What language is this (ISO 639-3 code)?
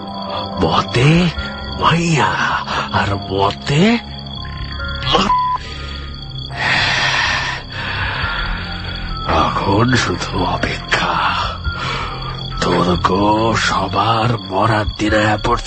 ben